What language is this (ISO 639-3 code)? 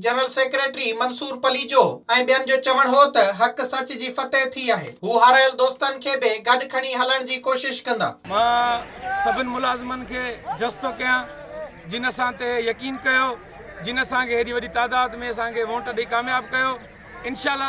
snd